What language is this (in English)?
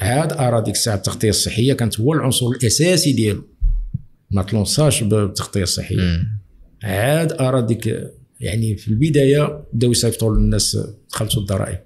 Moroccan Arabic